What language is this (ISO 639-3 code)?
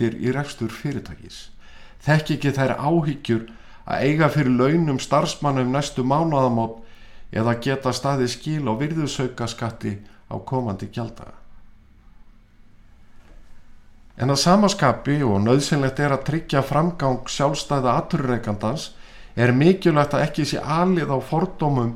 isl